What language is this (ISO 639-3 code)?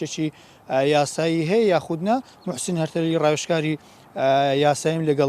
ckb